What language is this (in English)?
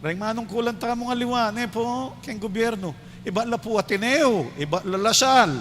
Pampanga